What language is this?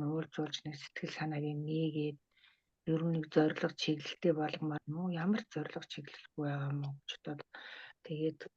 Mongolian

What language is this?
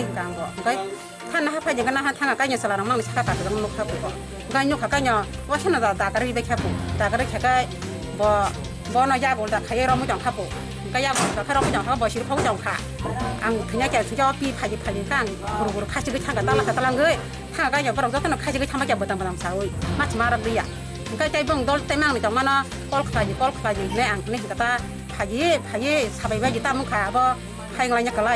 Kok Borok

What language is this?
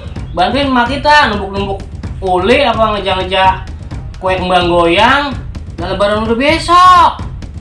Betawi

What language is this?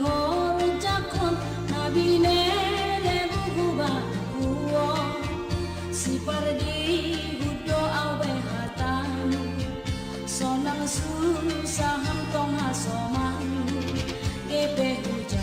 Batak Simalungun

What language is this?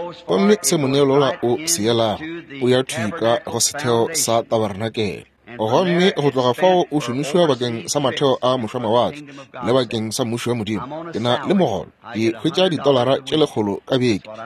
Northern Sotho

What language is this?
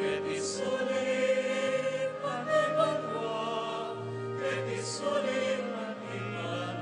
Pampanga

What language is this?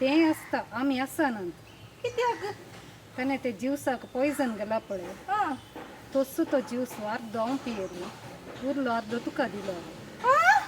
Konkani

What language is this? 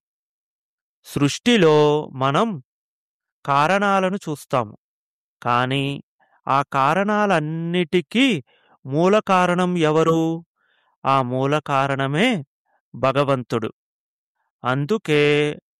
Telugu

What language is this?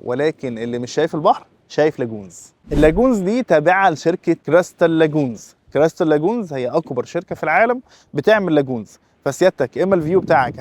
Egyptian Arabic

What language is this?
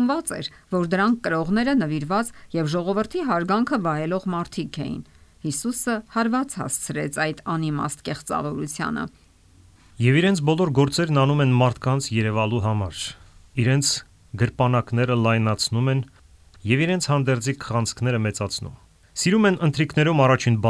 Armenian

